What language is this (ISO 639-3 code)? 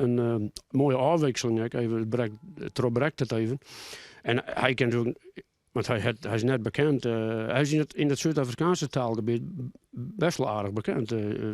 fry